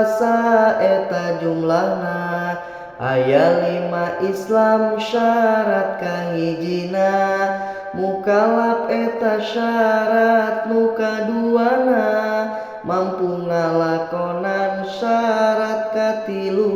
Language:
Sundanese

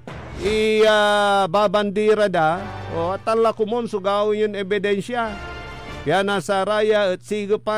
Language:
Pangasinan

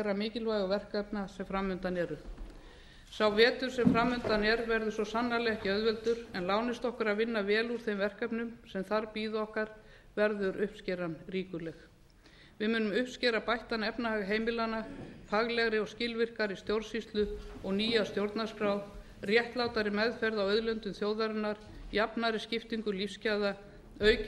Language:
Icelandic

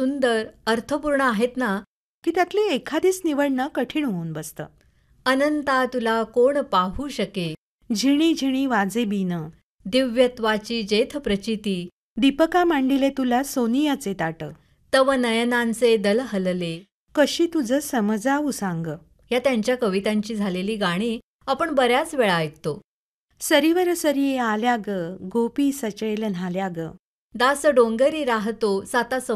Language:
Marathi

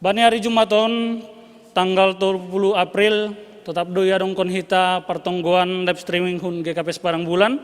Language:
Batak Simalungun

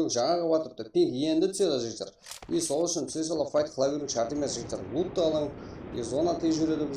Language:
Kara-Kalpak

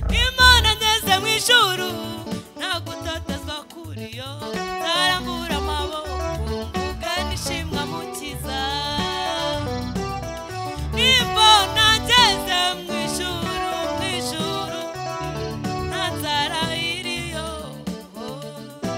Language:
Kinyarwanda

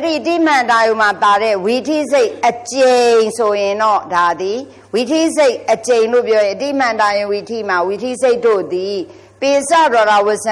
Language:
Burmese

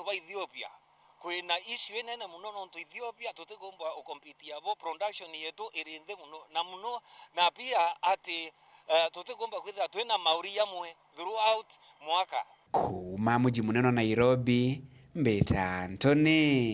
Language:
Meru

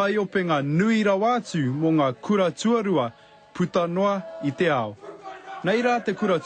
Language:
Māori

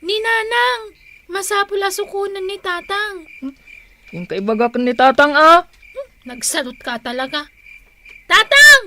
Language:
Iloko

